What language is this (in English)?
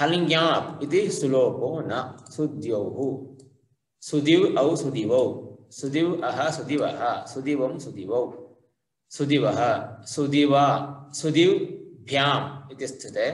Sanskrit